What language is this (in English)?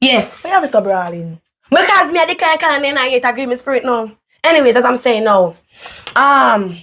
Jamaican Creole English